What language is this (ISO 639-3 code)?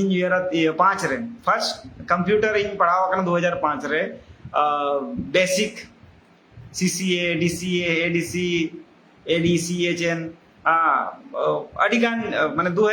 sat